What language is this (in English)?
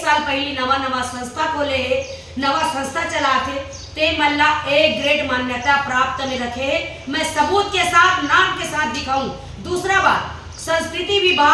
Chhattisgarhi